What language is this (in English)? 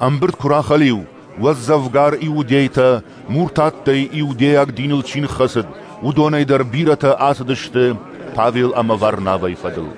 Ossetic